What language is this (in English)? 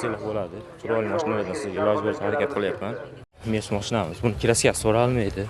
Uzbek